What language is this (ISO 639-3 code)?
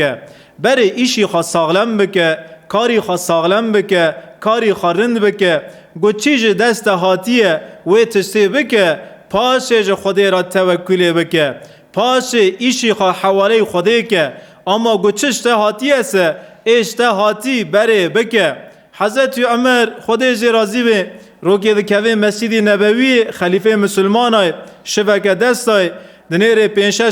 kur